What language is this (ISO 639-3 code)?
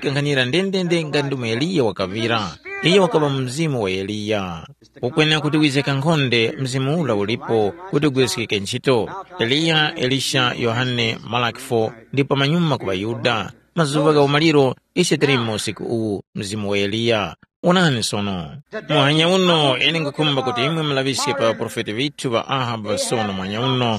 tum